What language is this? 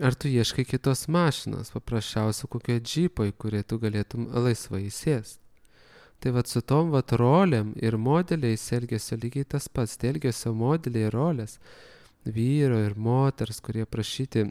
Lithuanian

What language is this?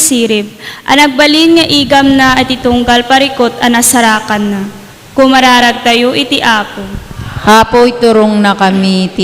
Iloko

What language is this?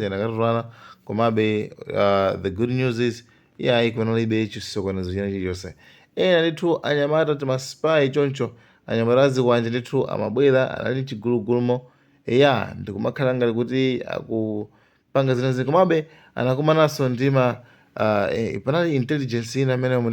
Nyanja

